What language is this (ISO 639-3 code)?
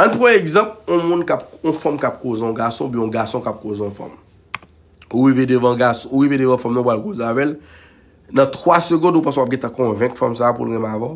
hat